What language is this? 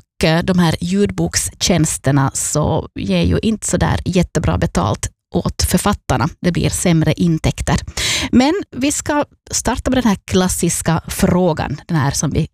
Swedish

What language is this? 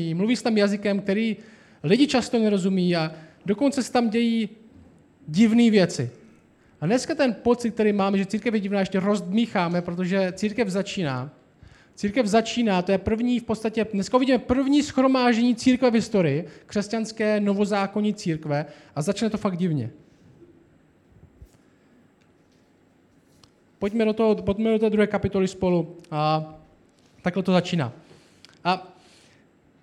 Czech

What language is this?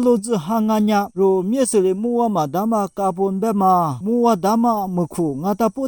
Lisu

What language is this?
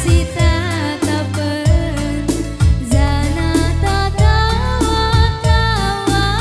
Batak Karo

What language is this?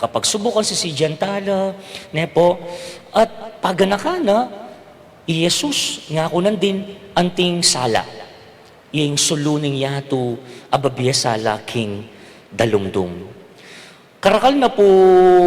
Pampanga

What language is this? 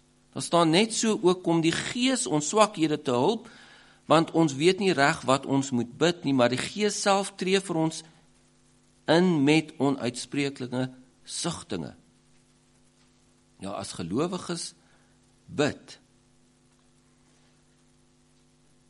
Afrikaans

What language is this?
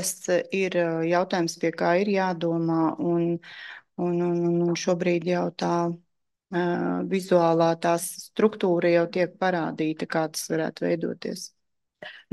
Latvian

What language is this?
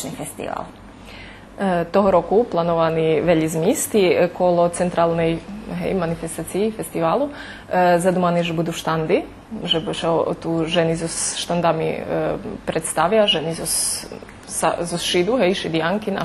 Rusyn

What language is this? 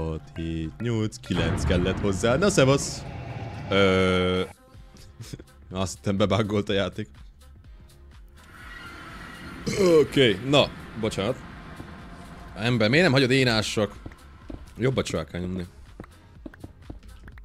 Hungarian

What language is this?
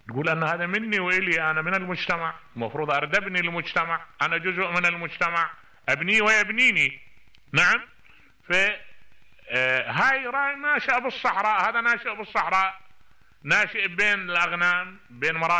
Mesopotamian Arabic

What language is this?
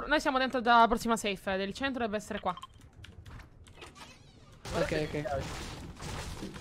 Italian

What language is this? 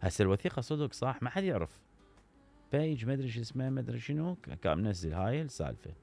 Mesopotamian Arabic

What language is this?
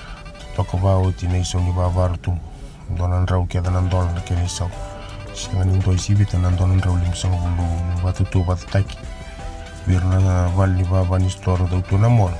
Fijian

